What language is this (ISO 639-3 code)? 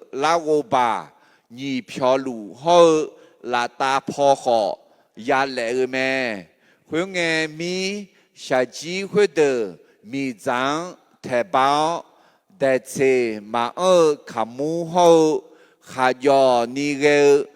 ahk